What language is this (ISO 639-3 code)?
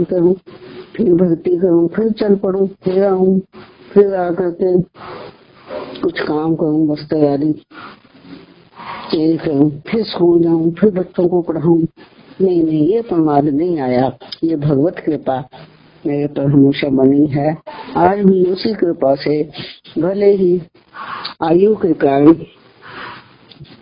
hin